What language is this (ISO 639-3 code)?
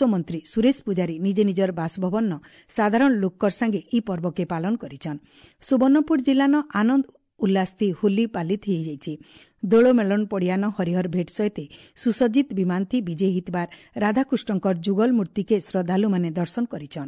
ori